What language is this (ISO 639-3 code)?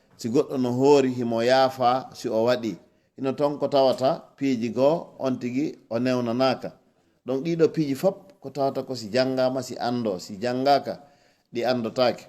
ful